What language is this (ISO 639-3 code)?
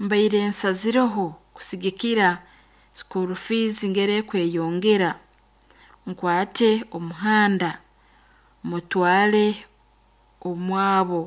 nyn